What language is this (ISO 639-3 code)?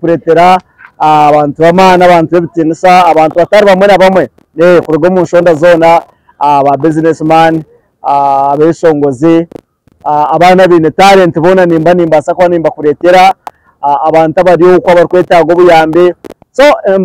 nyn